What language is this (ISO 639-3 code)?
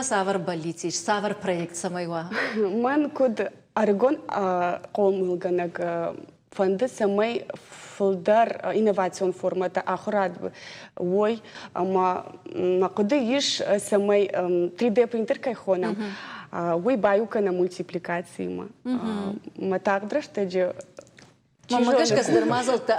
oss